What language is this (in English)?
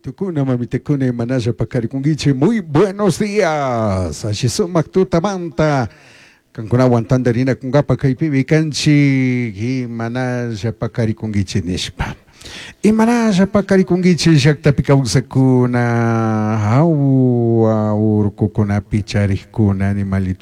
Chimborazo Highland Quichua